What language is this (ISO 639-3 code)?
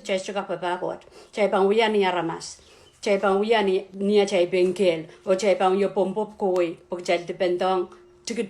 pon